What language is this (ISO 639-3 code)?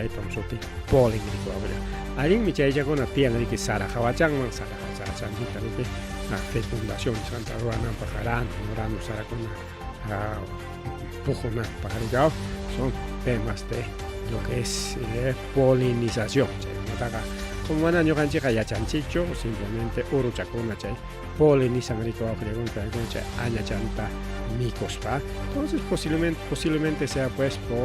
quy